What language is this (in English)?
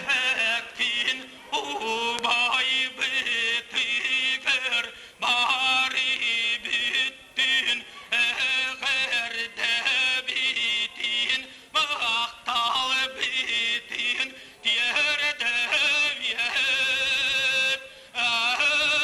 Yakut